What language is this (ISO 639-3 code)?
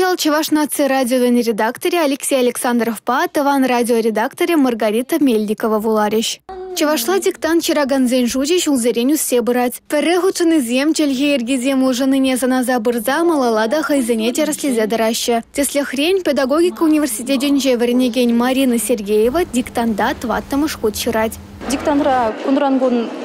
chv